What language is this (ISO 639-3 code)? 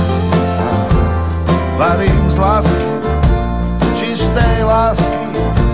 slk